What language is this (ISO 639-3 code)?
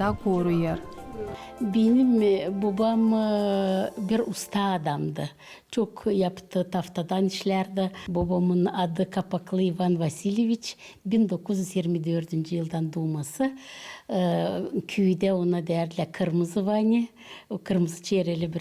gag